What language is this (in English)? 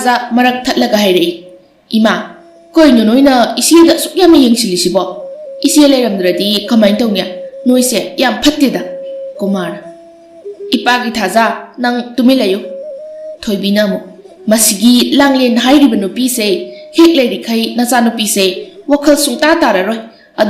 Manipuri